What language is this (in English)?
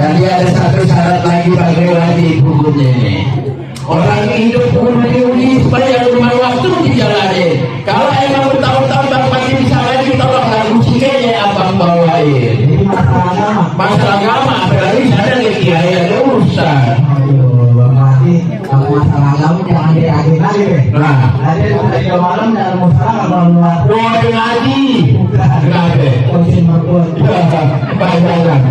Betawi